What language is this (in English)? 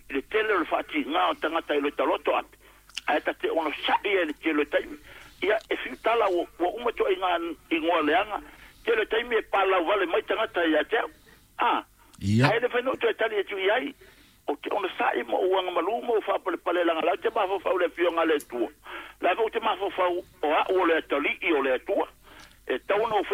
Samoan